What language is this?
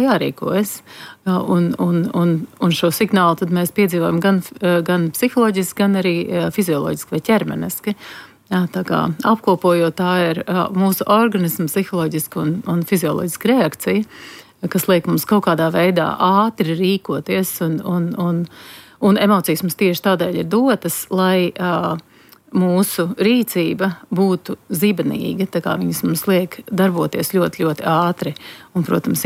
Latvian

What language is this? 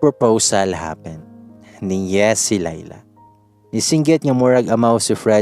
Cebuano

